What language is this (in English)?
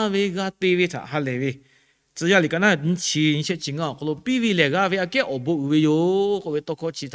Lahu